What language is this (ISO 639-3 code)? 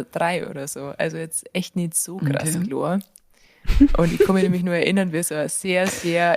bar